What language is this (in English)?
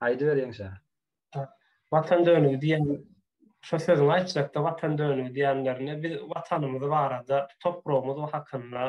Turkmen